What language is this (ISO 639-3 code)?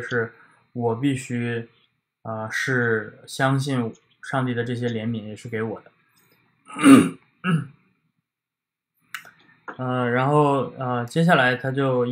zho